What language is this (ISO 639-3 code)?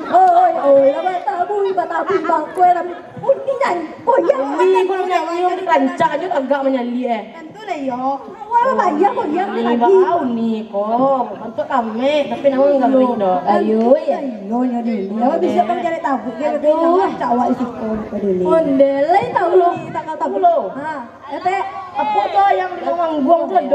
min